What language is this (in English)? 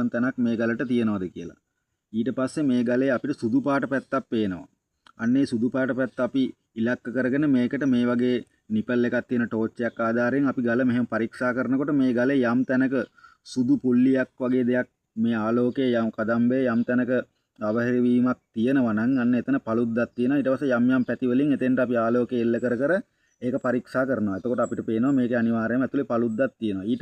Sinhala